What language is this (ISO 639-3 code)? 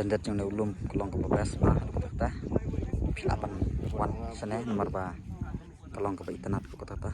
kha